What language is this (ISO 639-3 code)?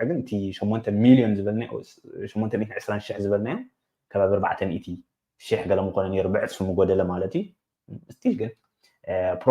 tir